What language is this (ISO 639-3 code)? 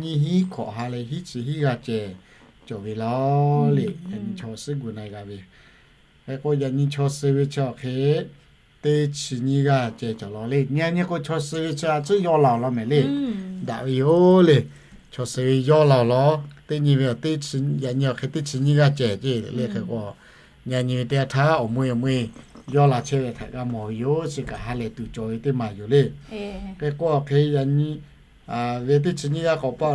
lhu